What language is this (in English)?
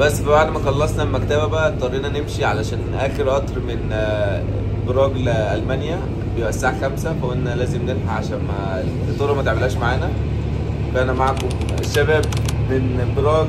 Egyptian Arabic